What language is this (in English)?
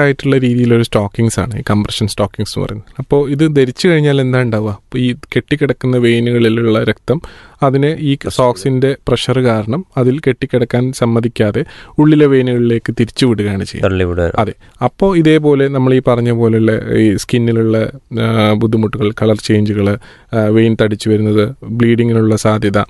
Malayalam